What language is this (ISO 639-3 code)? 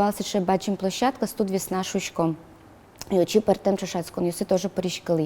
udm